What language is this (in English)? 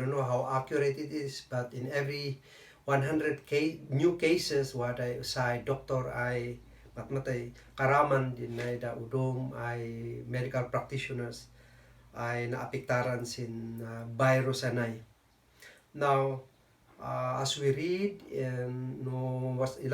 Kankanaey